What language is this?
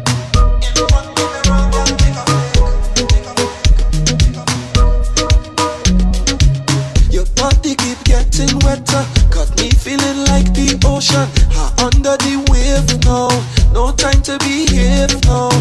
English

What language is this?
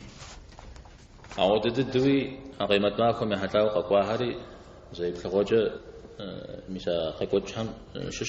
Kabardian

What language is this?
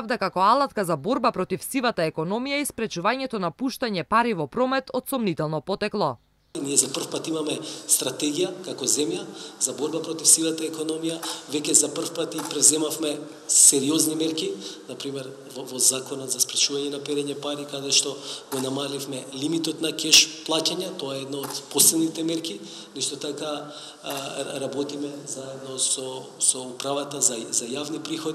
Macedonian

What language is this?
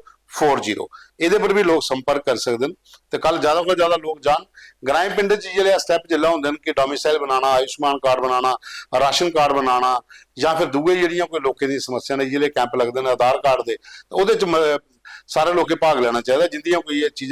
Dogri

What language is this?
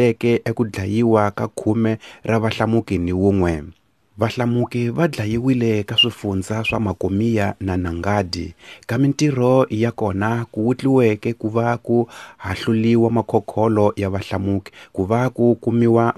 Tsonga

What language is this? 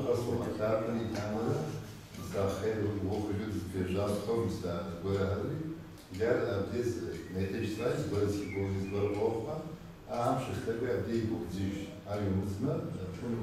Kabardian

